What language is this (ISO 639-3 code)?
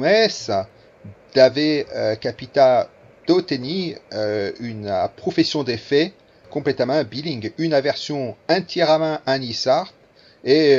oci